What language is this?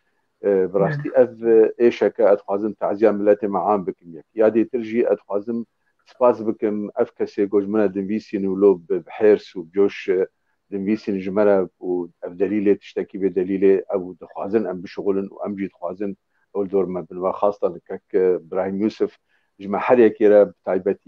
Kurdish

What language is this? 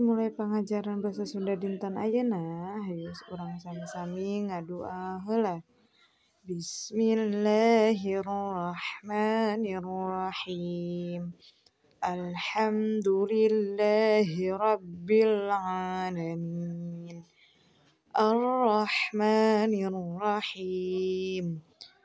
Sundanese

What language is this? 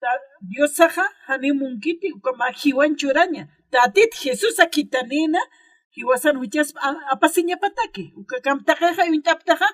Aymara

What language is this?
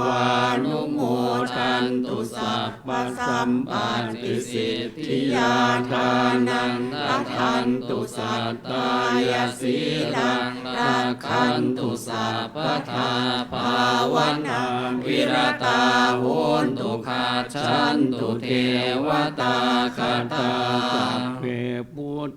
Pali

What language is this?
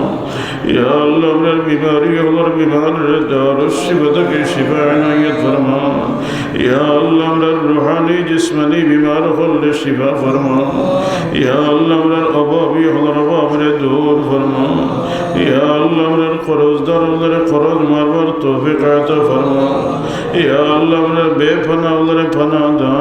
Sylheti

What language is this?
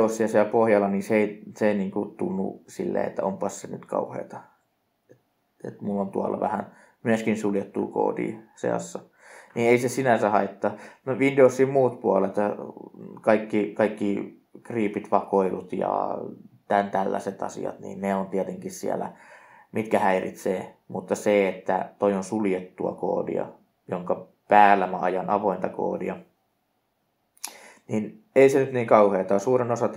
Finnish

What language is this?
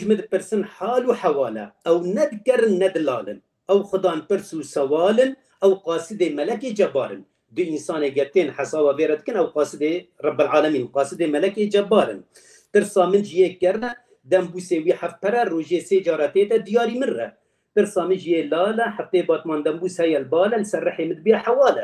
Kurdish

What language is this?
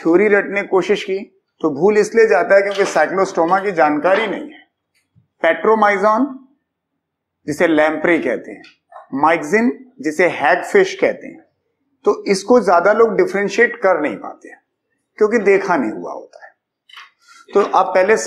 Hindi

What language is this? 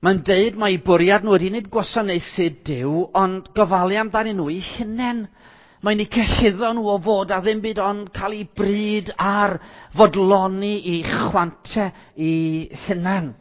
Welsh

